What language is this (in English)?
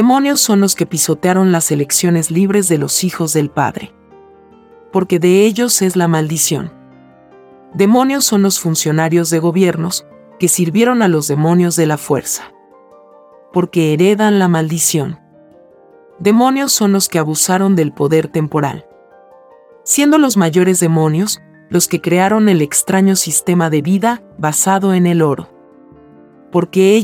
Spanish